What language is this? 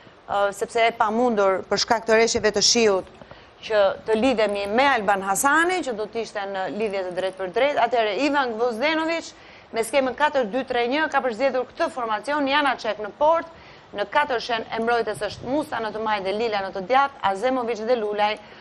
Albanian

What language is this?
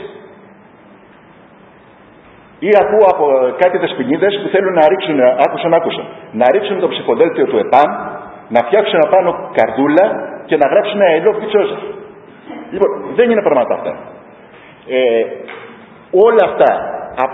Greek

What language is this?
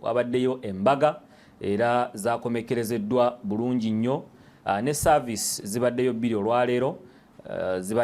Ganda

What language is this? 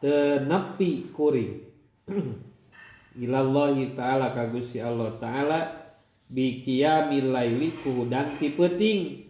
Sundanese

